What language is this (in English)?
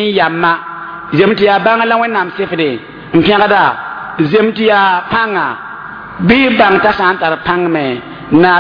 Mossi